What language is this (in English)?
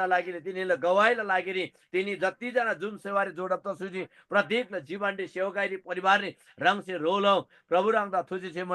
Eastern Tamang